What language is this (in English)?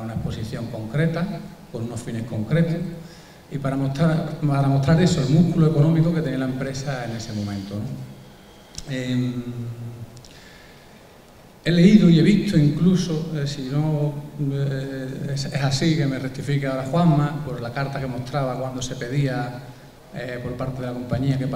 Spanish